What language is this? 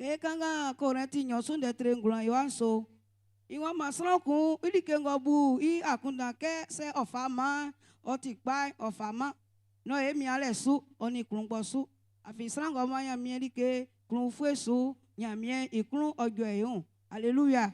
Baoulé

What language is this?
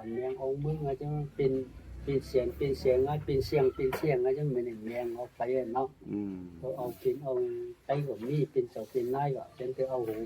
Shan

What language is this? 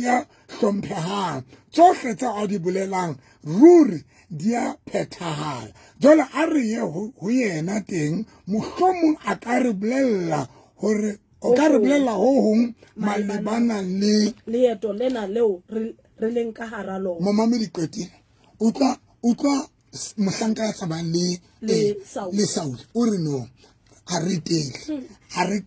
Southern Sotho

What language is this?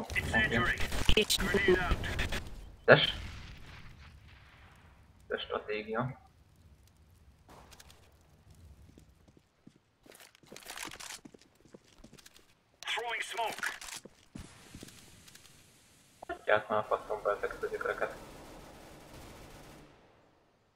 Hungarian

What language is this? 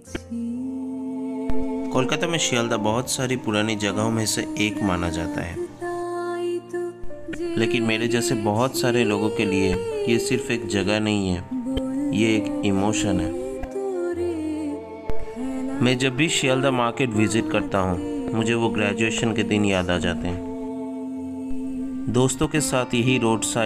Hindi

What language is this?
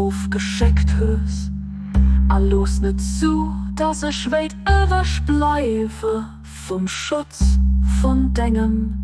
Luxembourgish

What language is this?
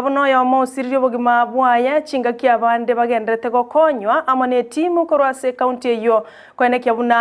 Gusii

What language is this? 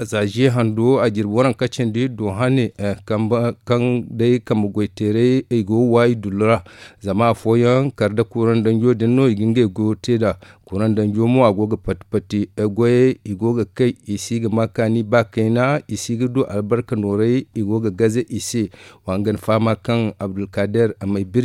Zarma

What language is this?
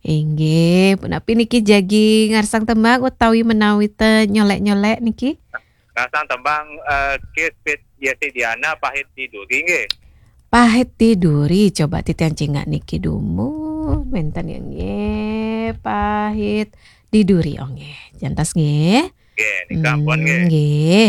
Balinese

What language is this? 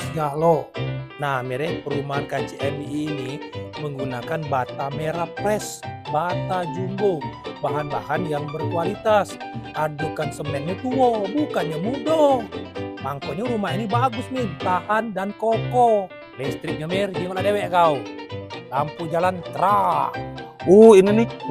Musi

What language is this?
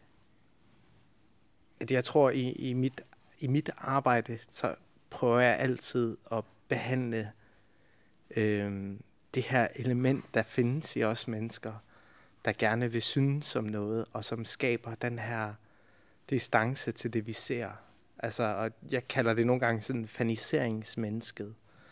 Danish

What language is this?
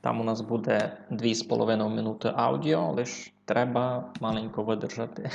Rusyn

